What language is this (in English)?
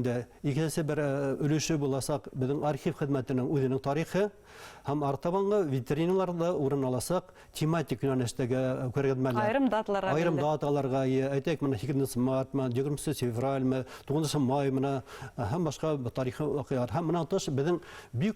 Bashkir